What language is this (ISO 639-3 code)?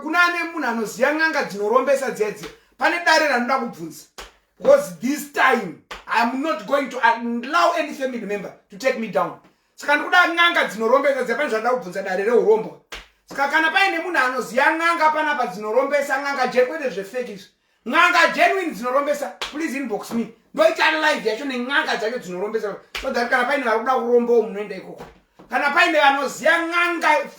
sna